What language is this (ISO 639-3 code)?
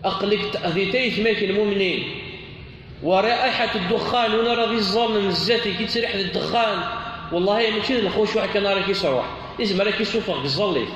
kab